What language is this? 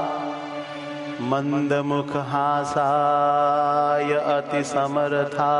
Gujarati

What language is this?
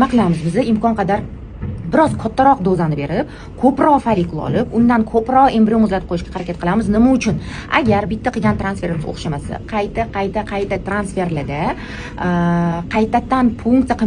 Uzbek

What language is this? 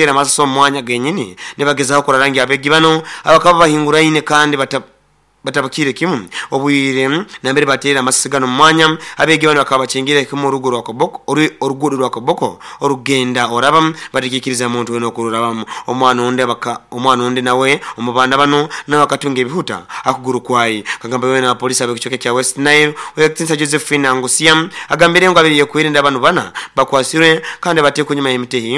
Nyoro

